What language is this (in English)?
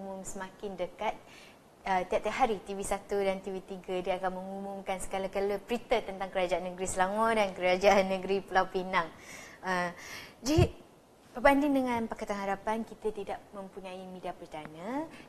Malay